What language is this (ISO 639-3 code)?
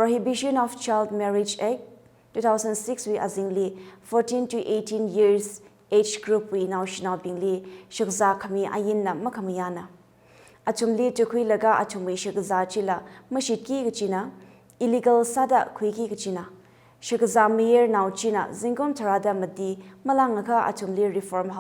nmf